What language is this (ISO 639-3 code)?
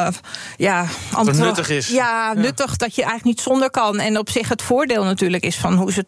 nld